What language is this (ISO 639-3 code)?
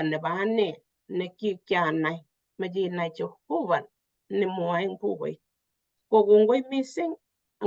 kln